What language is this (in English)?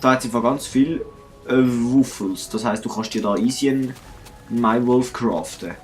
Swiss German